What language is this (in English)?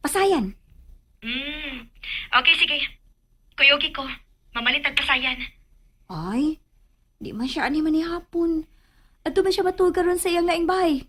Cebuano